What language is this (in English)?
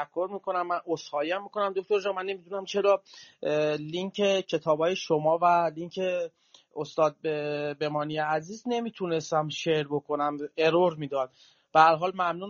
Persian